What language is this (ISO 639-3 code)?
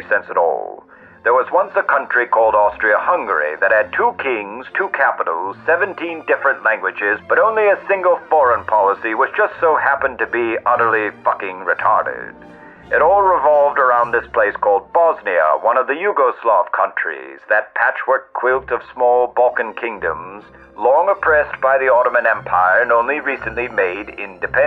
eng